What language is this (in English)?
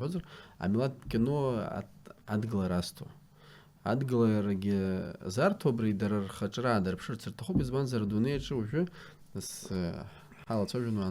Abkhazian